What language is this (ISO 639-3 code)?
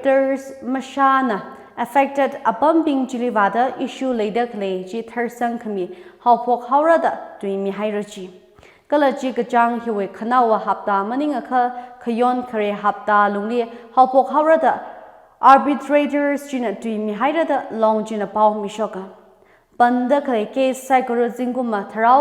nmf